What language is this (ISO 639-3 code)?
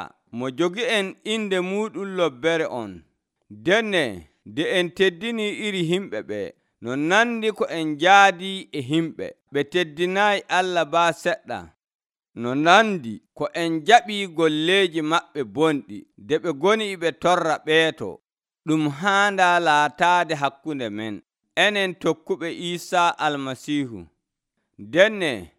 fuv